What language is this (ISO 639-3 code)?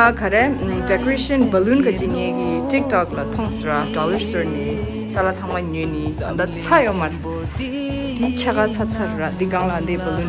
bod